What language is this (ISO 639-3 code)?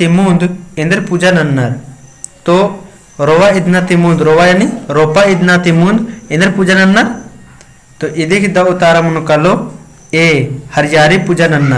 kru